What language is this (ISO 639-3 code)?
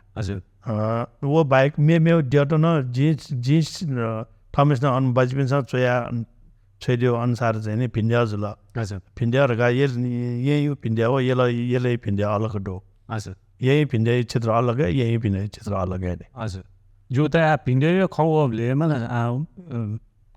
new